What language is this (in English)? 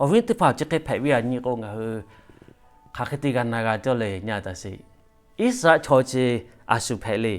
Lahu